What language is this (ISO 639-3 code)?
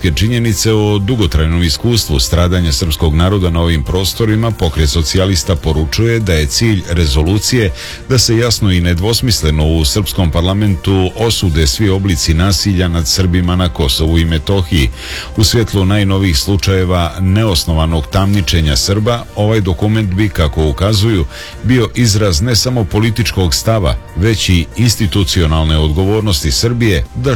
srp